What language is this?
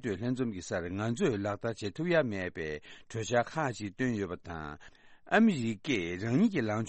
Tibetan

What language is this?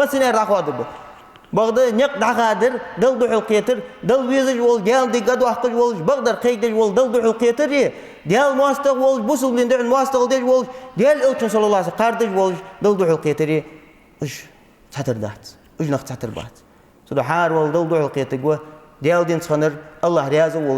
Ingush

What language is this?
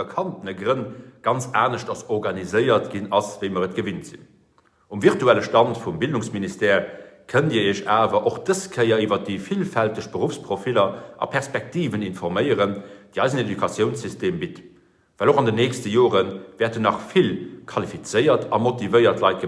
Luxembourgish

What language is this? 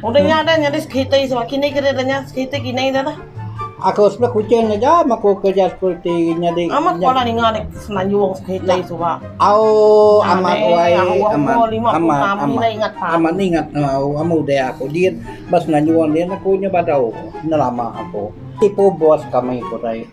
Iban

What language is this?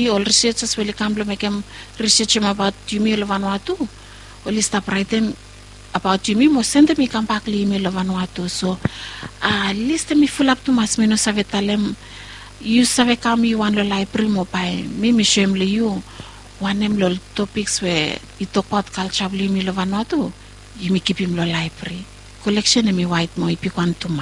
Bislama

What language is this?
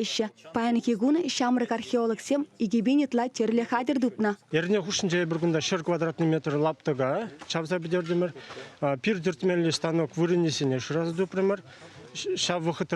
Chuvash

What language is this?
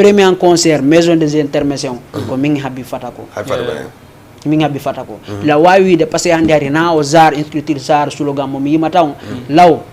Fula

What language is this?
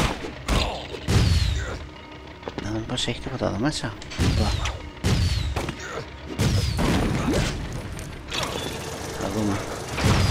Greek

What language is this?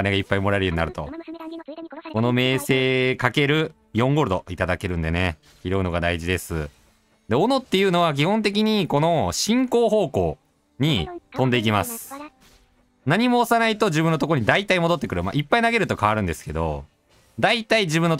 Japanese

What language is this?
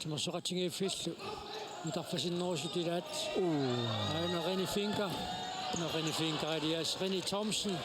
Kalaallisut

